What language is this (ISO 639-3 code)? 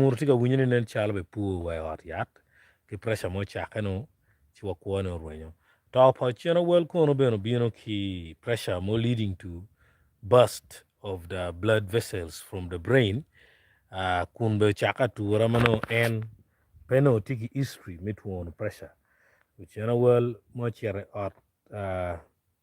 ach